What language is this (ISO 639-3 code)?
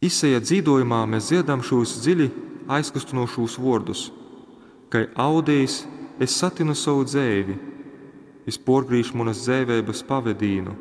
ltg